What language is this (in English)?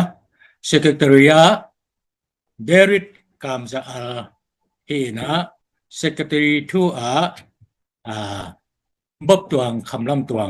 Tedim Chin